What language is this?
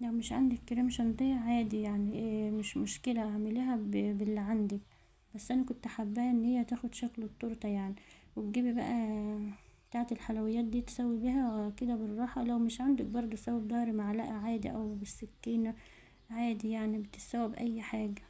Egyptian Arabic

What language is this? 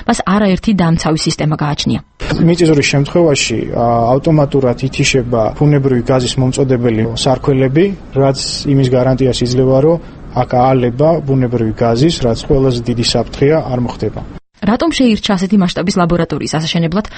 Georgian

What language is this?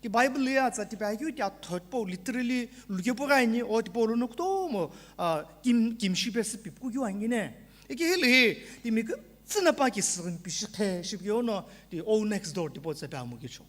Sumi Naga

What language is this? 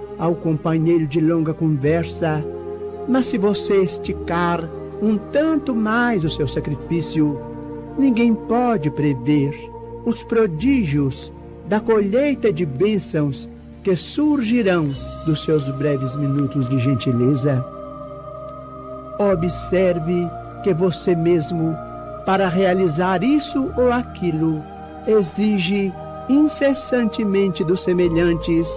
Portuguese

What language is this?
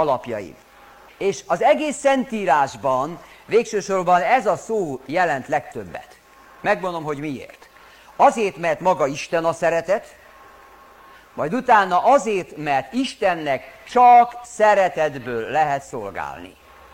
Hungarian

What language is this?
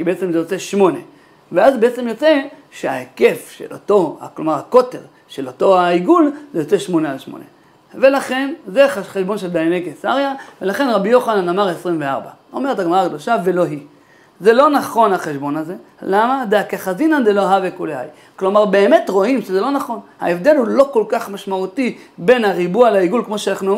Hebrew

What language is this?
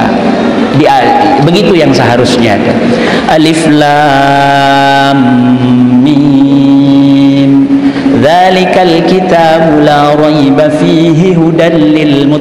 Sasak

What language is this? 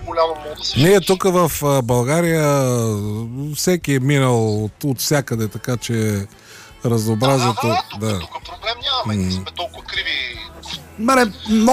Bulgarian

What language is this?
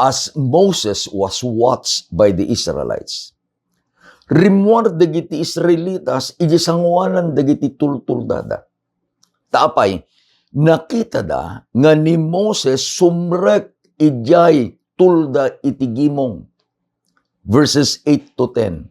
Iloko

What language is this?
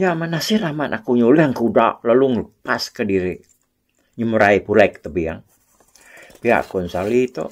Iban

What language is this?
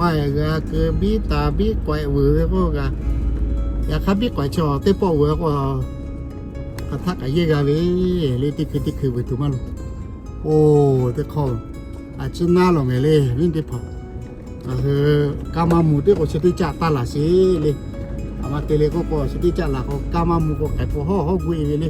Lahu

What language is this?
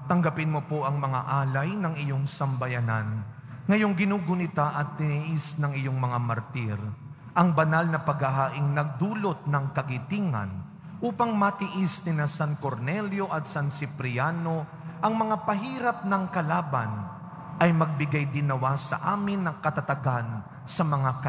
Filipino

